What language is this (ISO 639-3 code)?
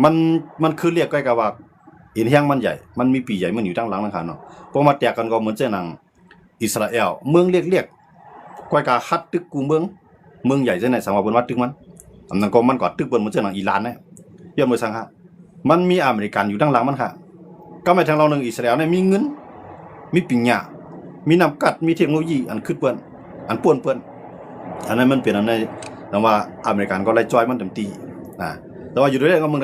shn